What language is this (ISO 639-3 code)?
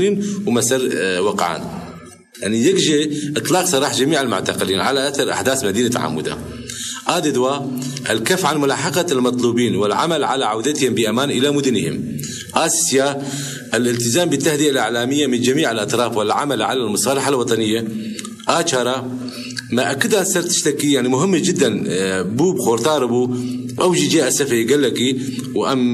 kur